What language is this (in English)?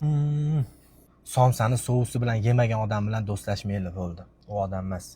Uzbek